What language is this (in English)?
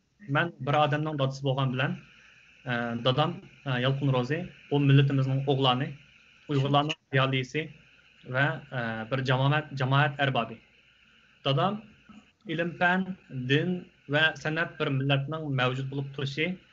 Uyghur